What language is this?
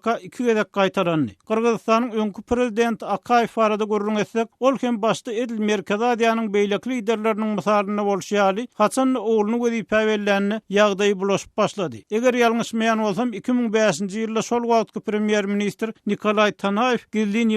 Turkmen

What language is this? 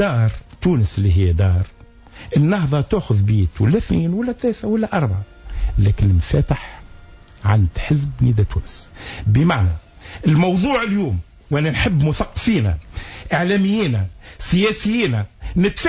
Tunisian Arabic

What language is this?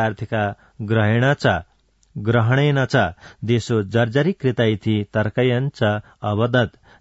Sanskrit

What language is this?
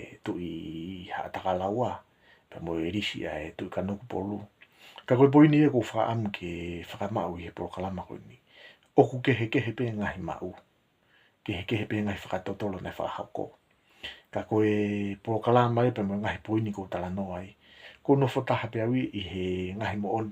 Tongan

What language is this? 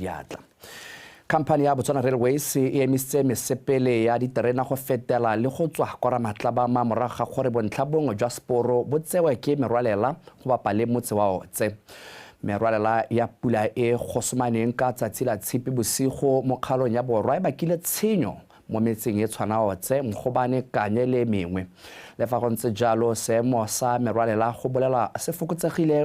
Tswana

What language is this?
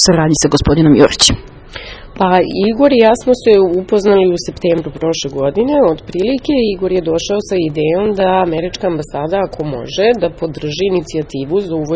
Serbian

